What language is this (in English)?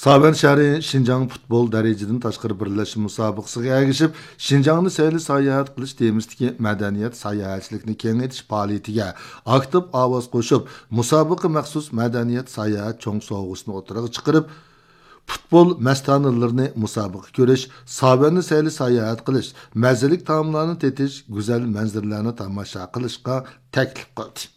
Uyghur